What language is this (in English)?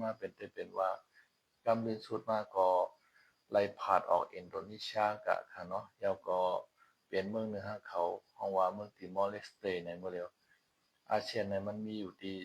Shan